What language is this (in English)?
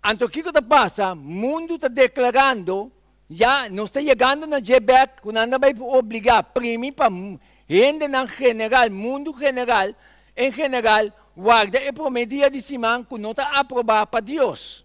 Papiamento